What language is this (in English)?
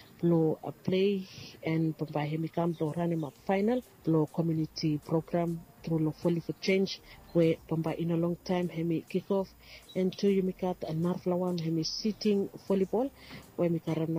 Bislama